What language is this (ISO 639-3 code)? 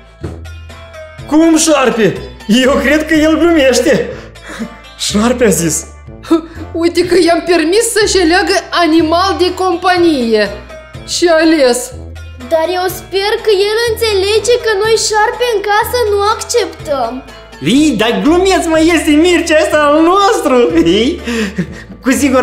ron